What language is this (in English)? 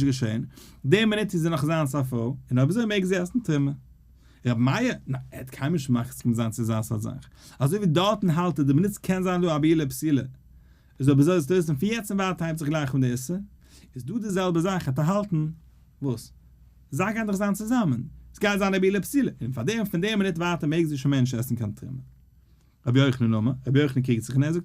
Yiddish